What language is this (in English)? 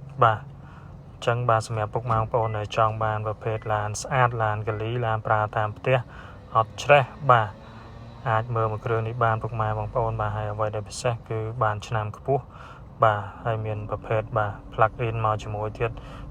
Khmer